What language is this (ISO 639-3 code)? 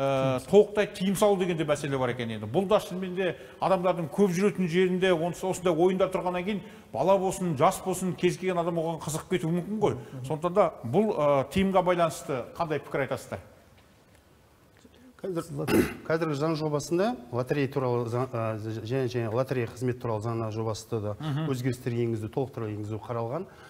kaz